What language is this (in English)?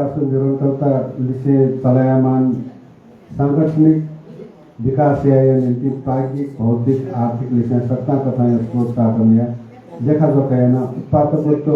Newari